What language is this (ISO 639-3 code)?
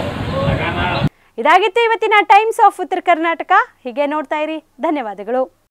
kan